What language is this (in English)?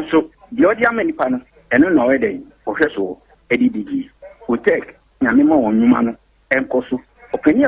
Akan